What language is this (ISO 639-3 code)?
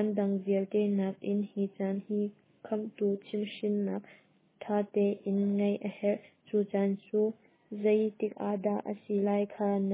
cnh